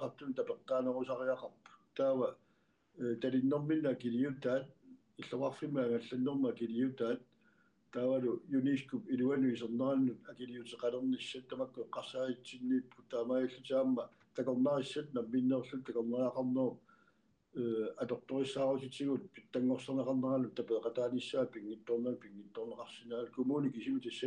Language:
Kalaallisut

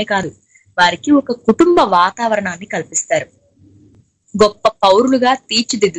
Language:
Telugu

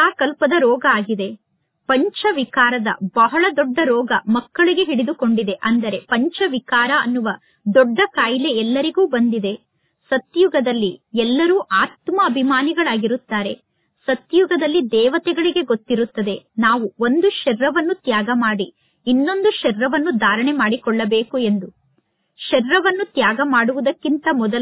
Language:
Kannada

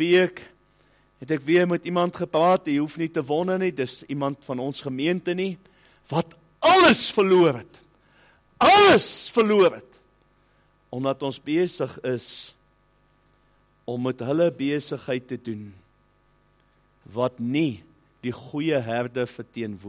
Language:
Afrikaans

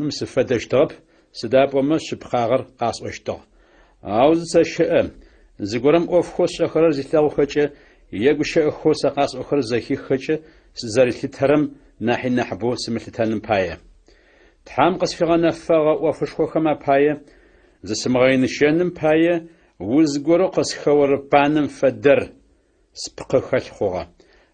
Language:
Adyghe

